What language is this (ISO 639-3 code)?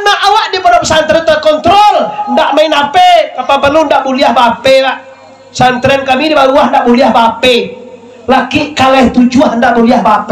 min